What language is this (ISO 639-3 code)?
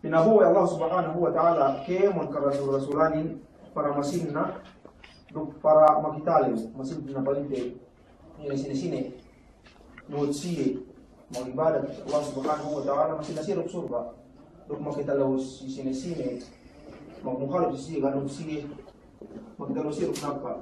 yka